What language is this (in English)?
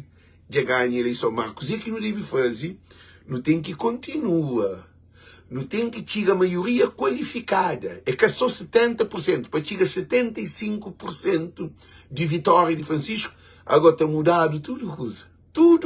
Kabuverdianu